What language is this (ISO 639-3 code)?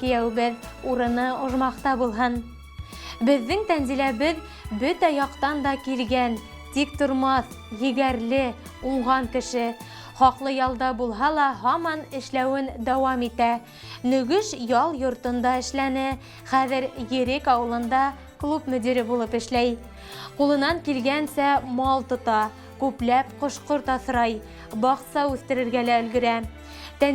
bak